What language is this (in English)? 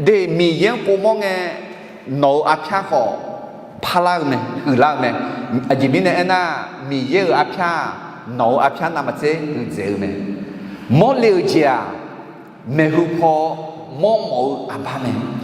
Akha